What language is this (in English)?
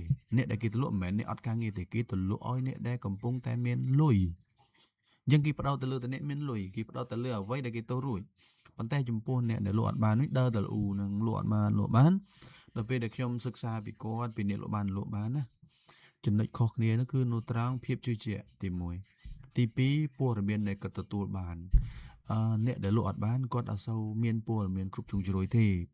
Khmer